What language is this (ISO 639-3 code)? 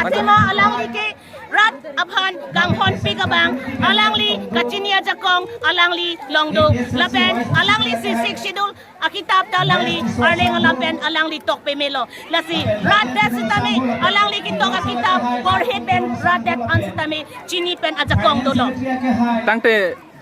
mjw